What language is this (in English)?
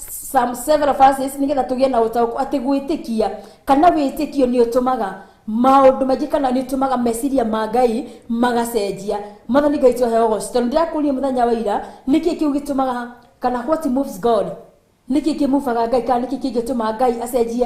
Kikuyu